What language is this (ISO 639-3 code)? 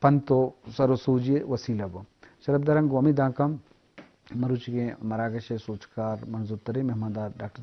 bgp